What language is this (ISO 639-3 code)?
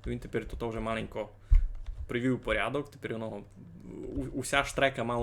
rue